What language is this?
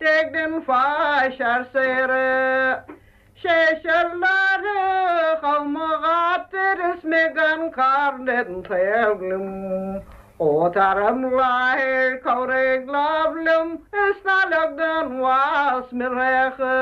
Irish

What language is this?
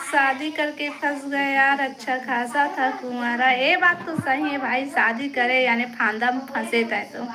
Chhattisgarhi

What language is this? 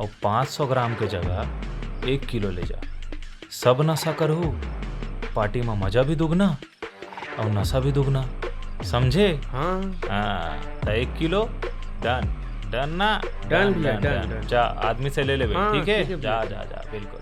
Chhattisgarhi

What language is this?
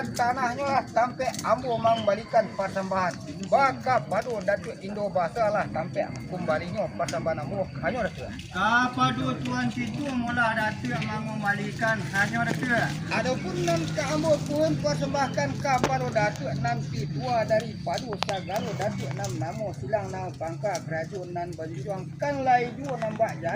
Minangkabau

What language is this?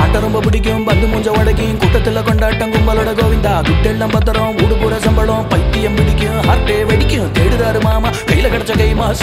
Tamil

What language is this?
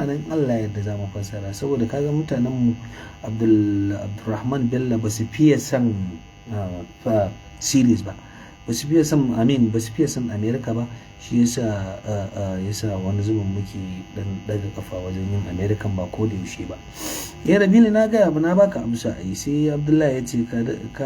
Hausa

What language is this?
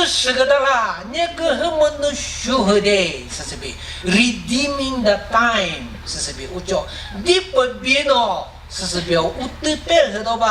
Chokri Naga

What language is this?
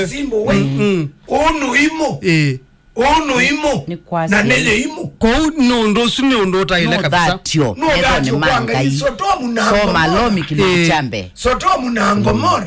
Kamba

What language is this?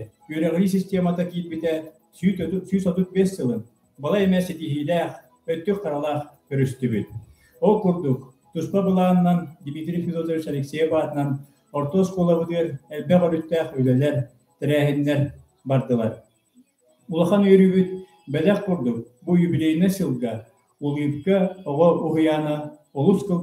Yakut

